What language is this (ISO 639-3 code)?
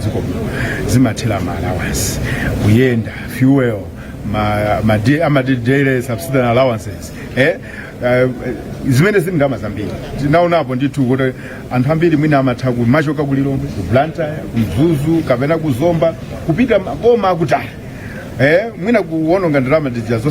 nya